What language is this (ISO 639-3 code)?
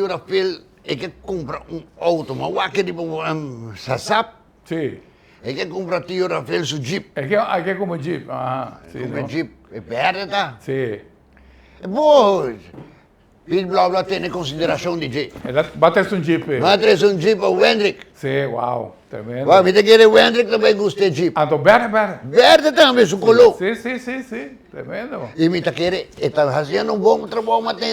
pap